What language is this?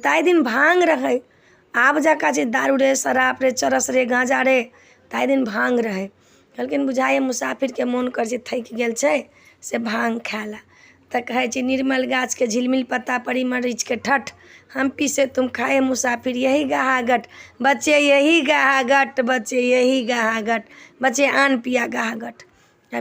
Maithili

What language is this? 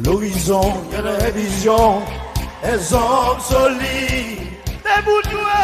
Seselwa Creole French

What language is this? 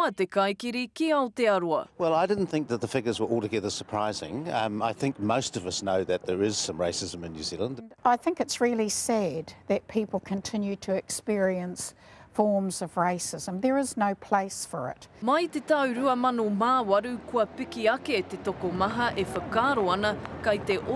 Māori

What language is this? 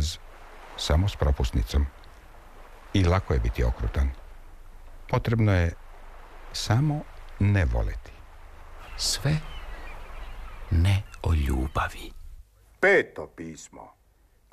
Serbian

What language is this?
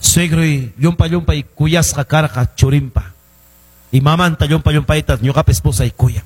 Ayacucho Quechua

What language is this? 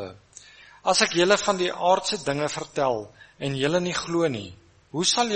Afrikaans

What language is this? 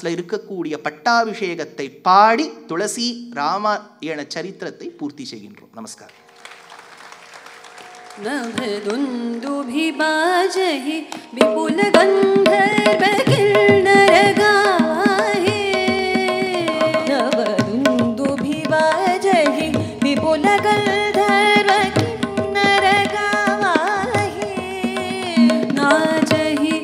Tamil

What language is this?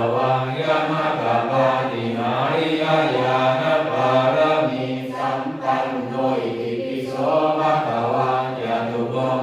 Pali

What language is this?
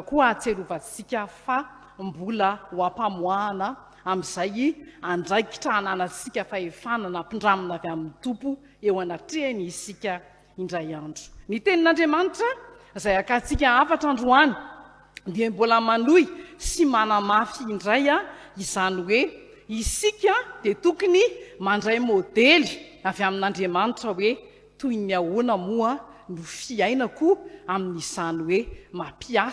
Malagasy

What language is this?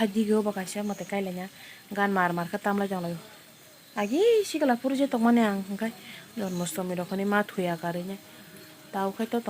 Kok Borok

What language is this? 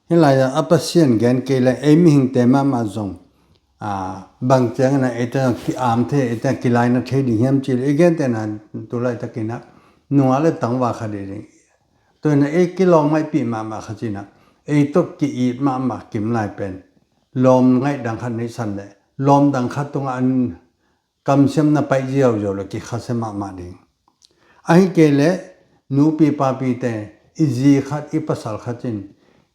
Tedim Chin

